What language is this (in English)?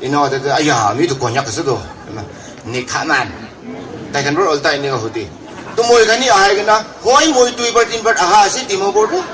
Naga Pidgin